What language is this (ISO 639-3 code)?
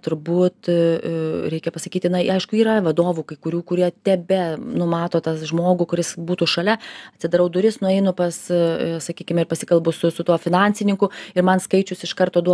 lit